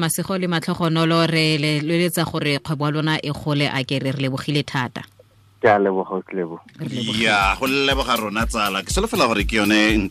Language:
Tswana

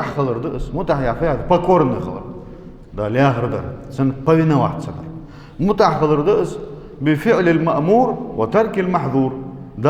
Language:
Ingush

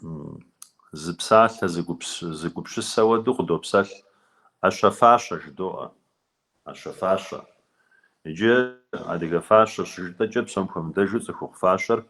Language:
Kabardian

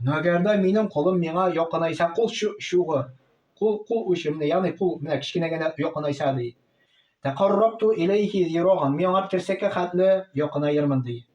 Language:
Tatar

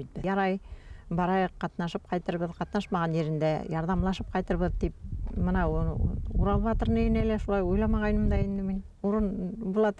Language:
Bashkir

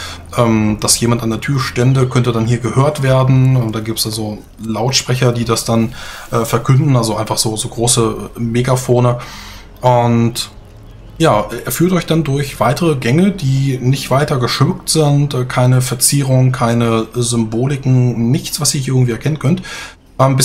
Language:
German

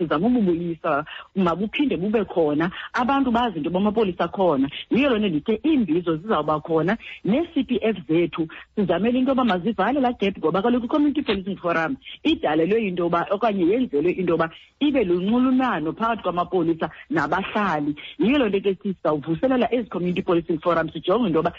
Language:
Xhosa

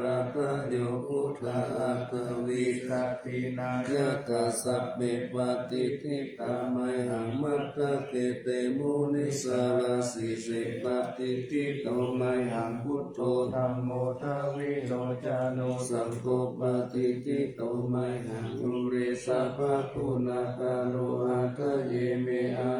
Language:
Pali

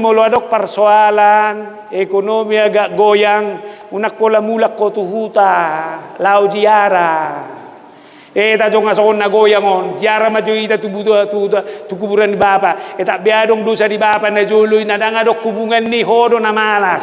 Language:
Batak Toba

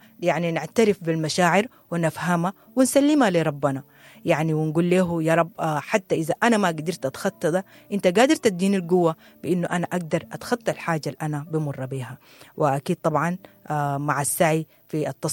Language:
Sudanese Arabic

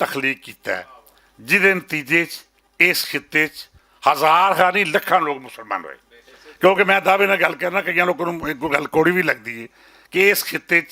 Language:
Western Panjabi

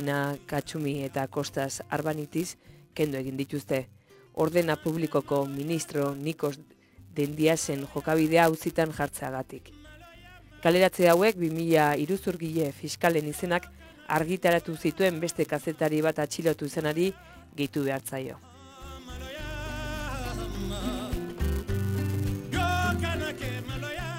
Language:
Basque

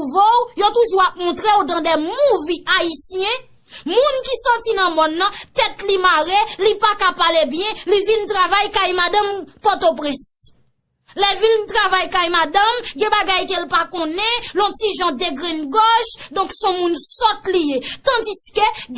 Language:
Haitian Creole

